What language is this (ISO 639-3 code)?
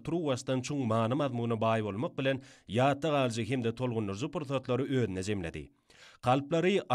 tuk